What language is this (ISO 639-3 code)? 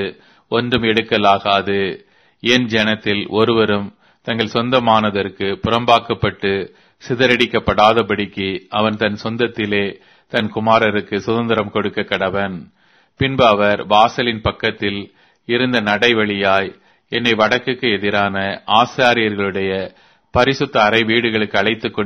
tam